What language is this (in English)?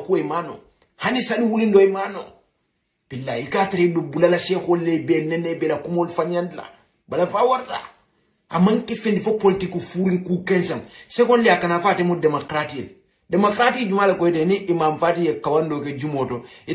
Hausa